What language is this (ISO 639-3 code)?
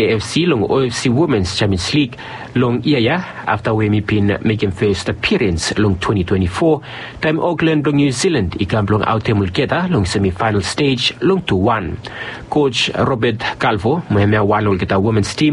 bis